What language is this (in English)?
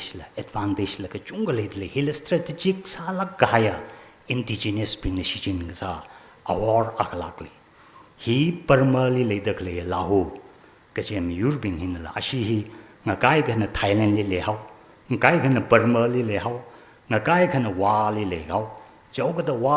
Tangkhul Naga (India)